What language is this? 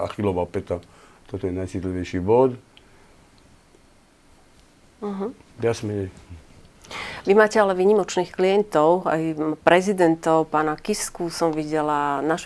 Slovak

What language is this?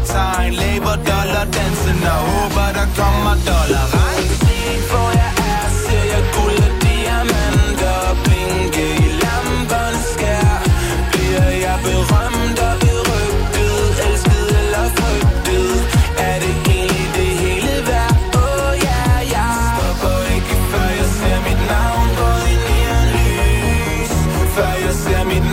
Danish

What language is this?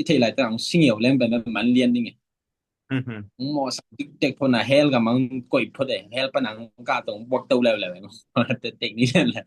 Tedim Chin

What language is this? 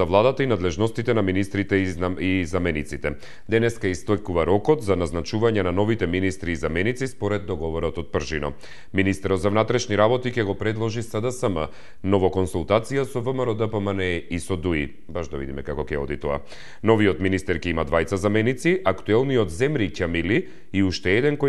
Macedonian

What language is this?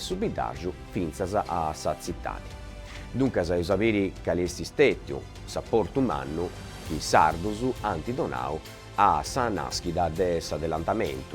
Sardinian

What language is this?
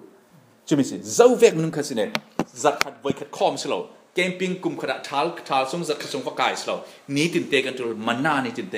Falam Chin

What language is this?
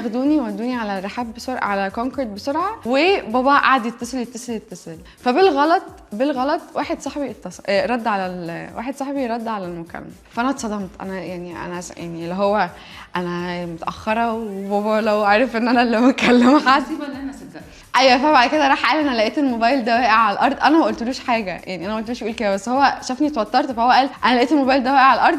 Egyptian Arabic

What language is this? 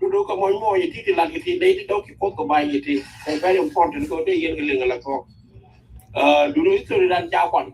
Nuer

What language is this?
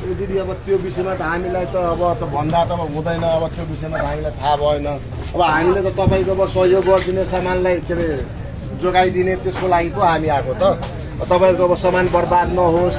Nepali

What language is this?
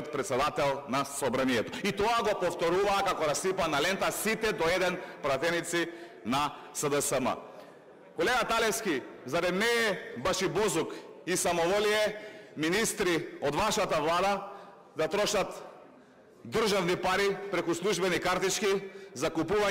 Macedonian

